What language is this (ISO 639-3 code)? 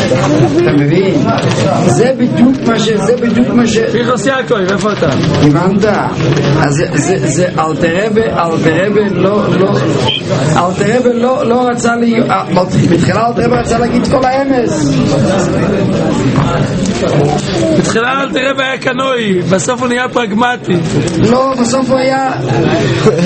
heb